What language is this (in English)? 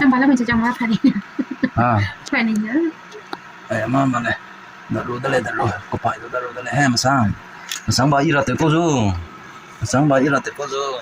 Naga Pidgin